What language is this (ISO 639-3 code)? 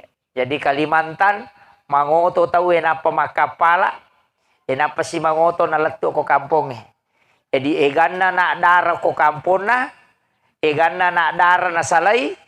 bug